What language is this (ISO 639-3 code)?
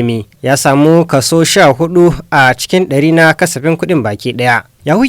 hau